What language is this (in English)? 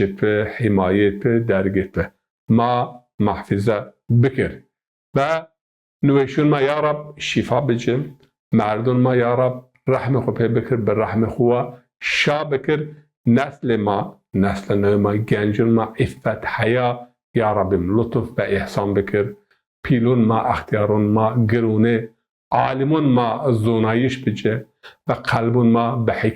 Zaza